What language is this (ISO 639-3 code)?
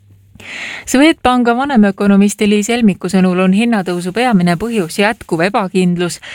est